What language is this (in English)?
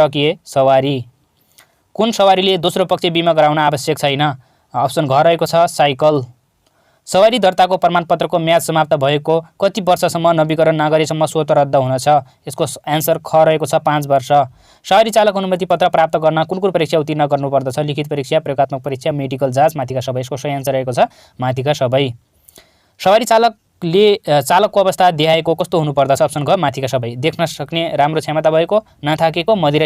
Nepali